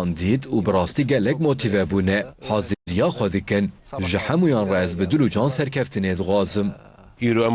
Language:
Kurdish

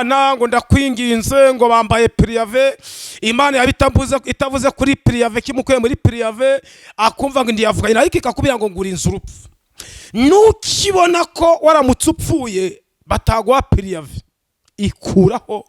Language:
Kinyarwanda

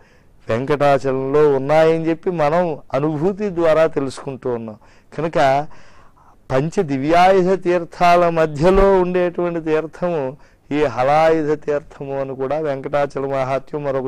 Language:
Telugu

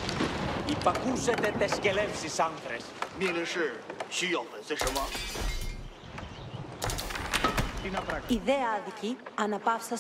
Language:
Greek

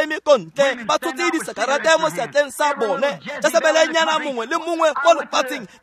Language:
Tswana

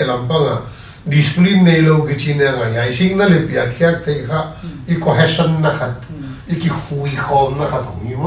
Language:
Paite Chin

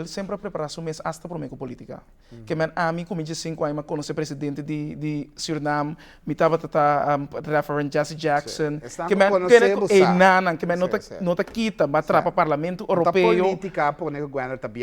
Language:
Papiamento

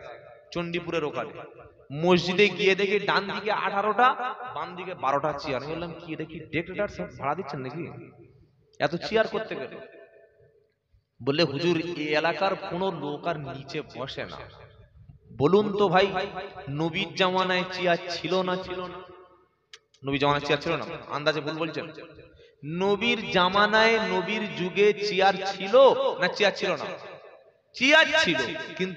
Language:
Bangla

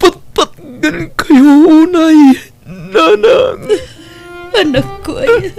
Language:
Iloko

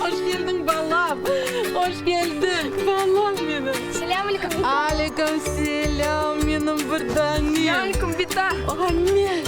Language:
Crimean Tatar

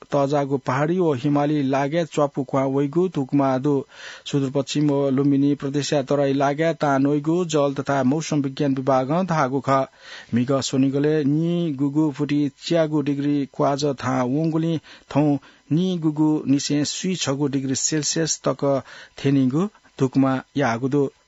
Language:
Newari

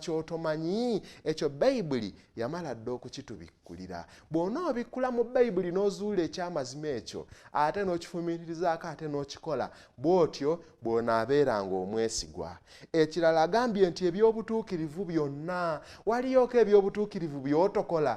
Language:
Ganda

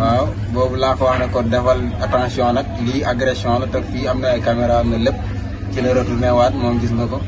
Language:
Wolof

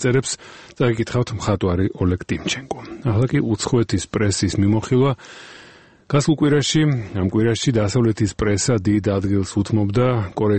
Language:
Georgian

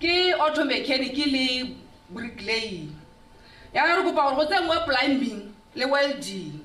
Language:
Tswana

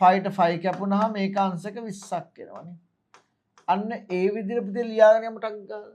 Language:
Sinhala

